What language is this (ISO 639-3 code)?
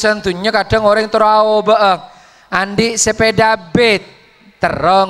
mad